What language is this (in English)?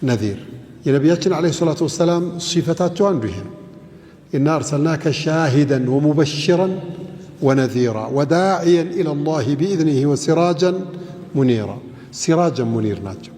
Amharic